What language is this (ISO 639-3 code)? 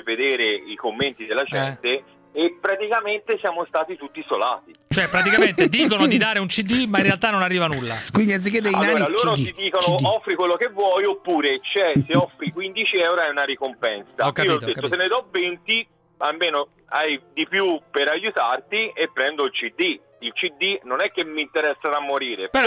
ita